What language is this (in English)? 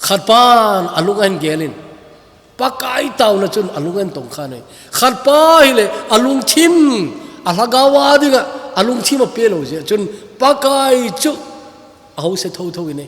Thado Chin